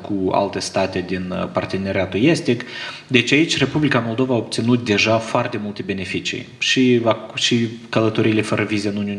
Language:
Romanian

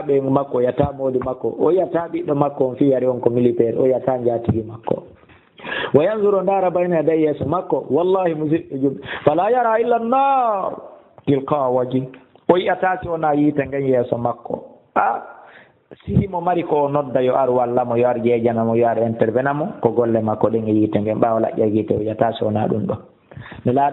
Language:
Fula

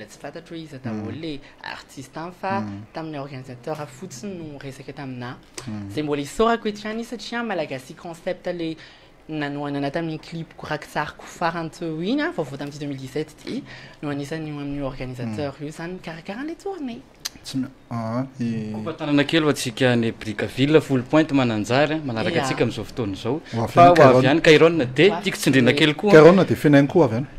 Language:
Malagasy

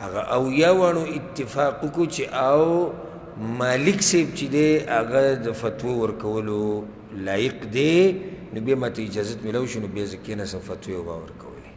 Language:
Pashto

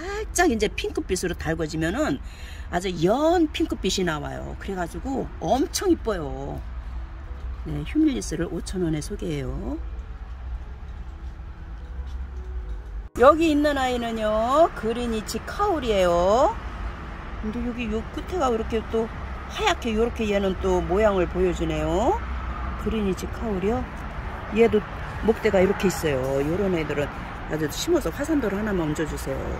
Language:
Korean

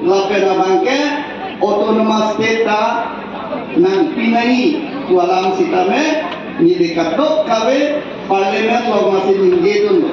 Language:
Karbi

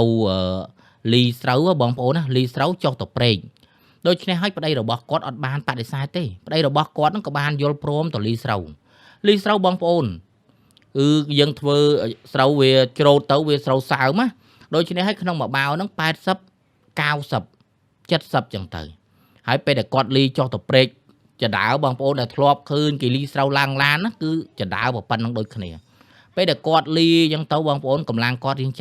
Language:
Khmer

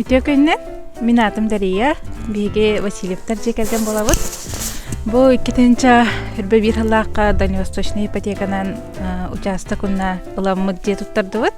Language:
Yakut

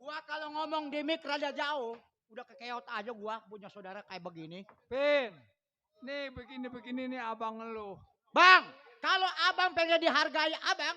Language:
Betawi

